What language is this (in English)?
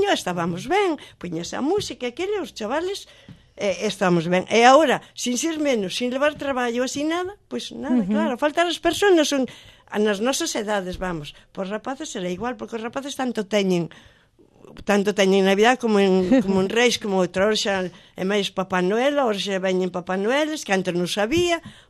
Galician